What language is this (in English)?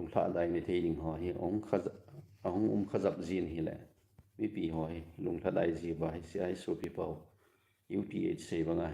Thado Chin